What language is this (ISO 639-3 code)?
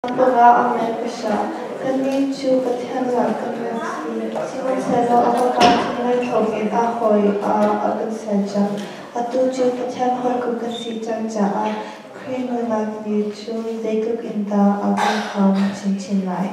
cnh